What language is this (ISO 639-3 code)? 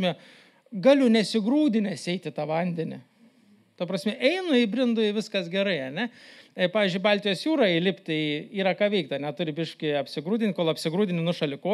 lit